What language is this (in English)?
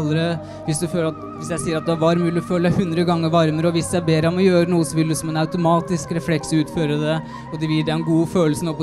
Norwegian